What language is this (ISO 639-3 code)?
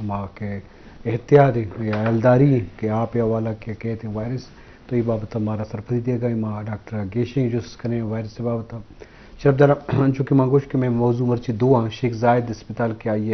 bgp